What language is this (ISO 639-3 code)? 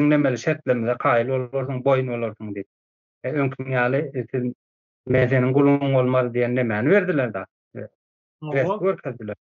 tuk